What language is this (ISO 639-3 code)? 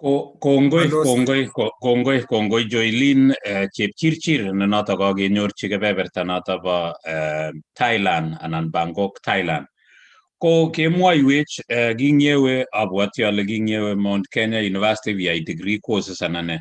kln